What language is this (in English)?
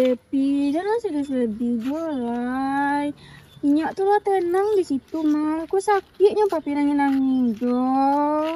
Minangkabau